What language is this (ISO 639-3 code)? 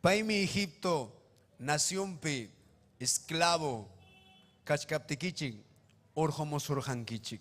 quy